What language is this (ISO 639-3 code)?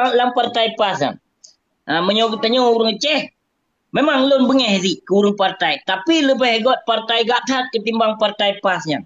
ace